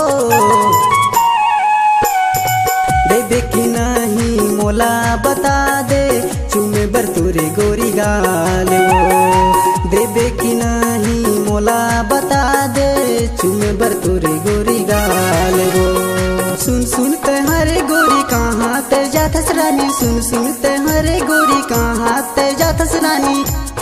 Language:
Chhattisgarhi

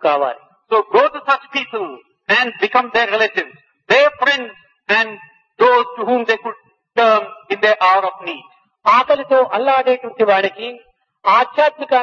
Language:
Telugu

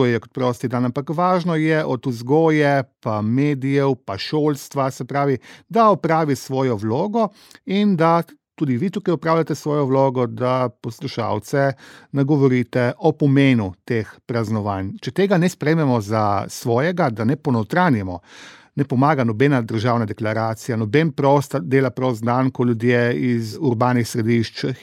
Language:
Slovenian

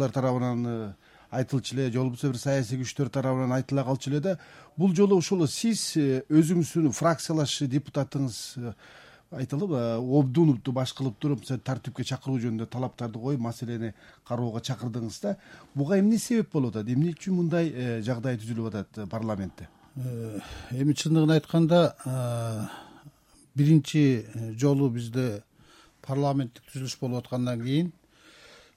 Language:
Kyrgyz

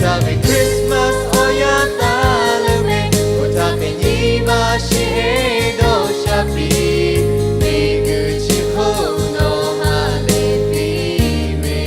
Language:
Lahu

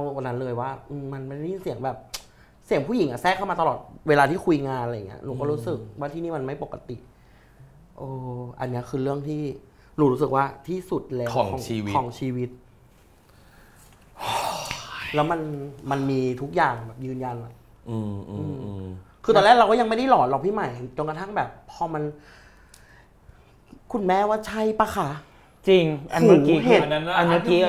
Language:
Thai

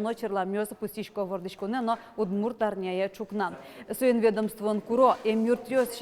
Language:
Udmurt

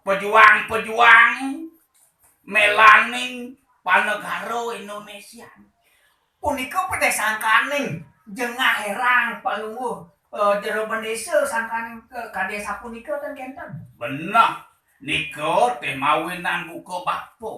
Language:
Balinese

